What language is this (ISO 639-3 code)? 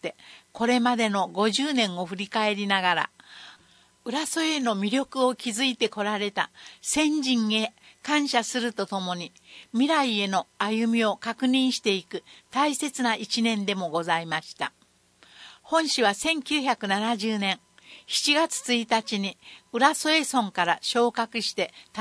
jpn